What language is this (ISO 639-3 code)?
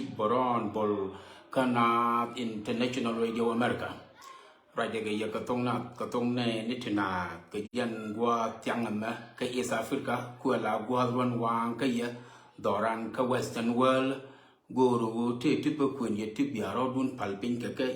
nus